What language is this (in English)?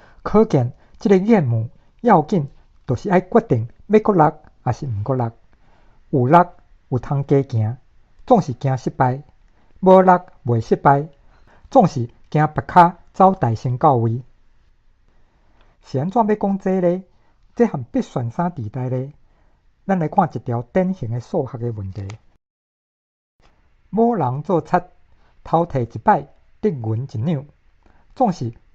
Min Nan Chinese